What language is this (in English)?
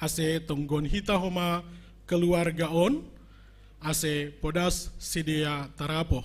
Batak Simalungun